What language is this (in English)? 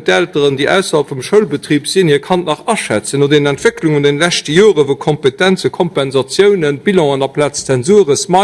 Luxembourgish